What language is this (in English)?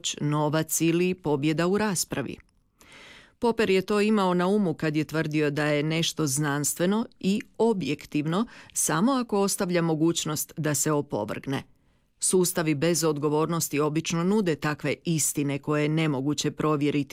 Croatian